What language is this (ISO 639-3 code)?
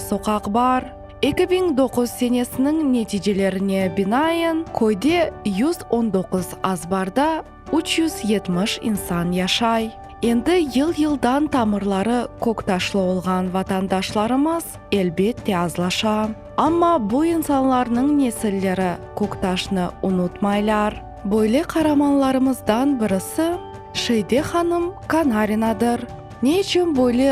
crh